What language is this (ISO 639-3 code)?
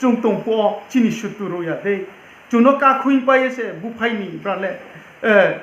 ria